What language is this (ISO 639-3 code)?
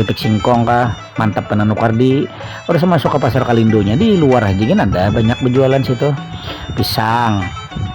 bjn